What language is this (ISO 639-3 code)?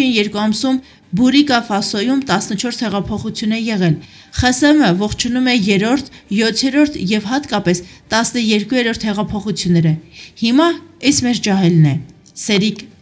hye